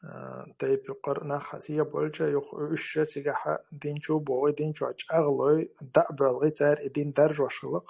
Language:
Chechen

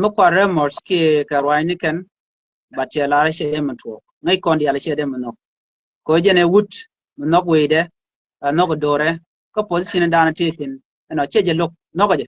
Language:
Nuer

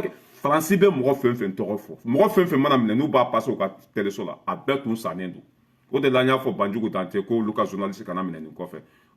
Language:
Bambara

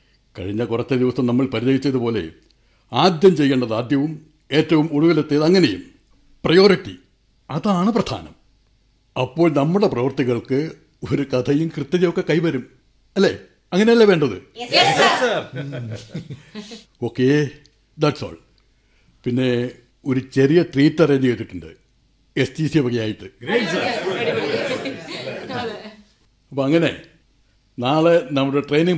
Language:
Malayalam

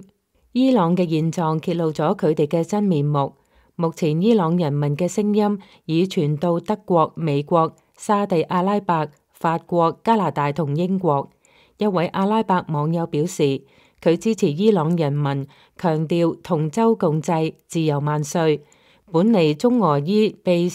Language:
Cantonese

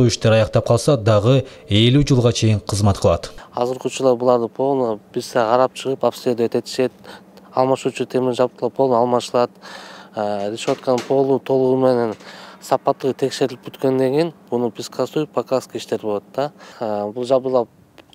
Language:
Kyrgyz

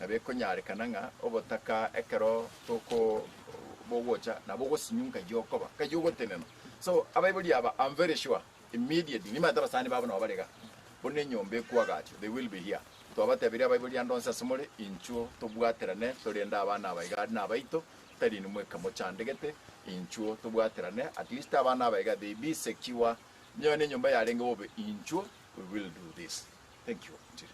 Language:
Gusii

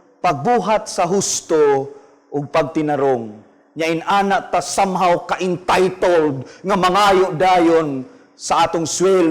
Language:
Cebuano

